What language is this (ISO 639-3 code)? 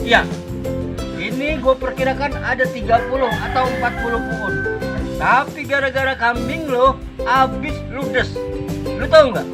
bew